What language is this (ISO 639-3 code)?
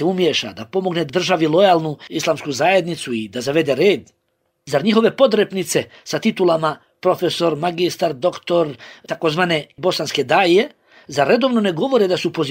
bos